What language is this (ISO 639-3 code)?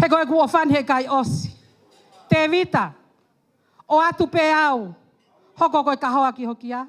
ton